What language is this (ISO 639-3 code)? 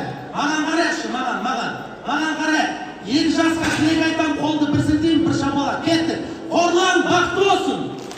kaz